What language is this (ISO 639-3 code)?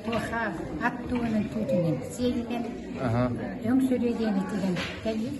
sah